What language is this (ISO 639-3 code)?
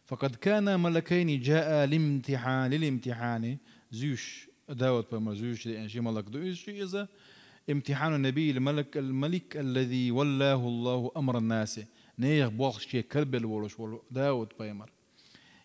che